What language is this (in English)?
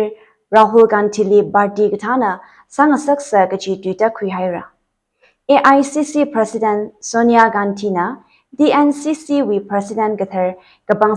Tangkhul Naga (India)